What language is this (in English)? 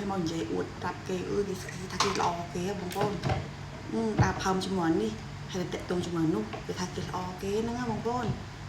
Khmer